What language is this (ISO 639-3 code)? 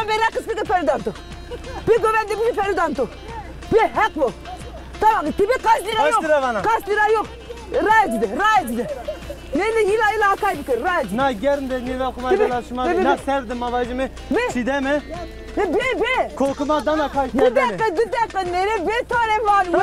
zza